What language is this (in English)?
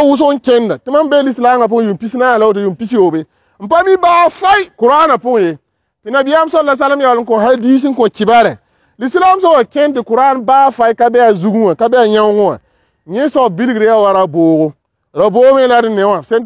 Mossi